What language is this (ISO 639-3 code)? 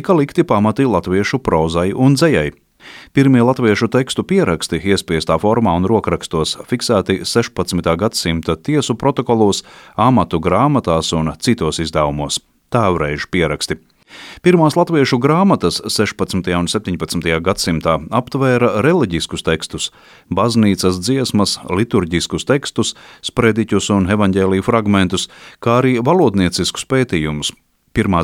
lav